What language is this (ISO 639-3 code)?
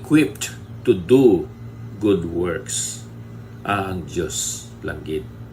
hil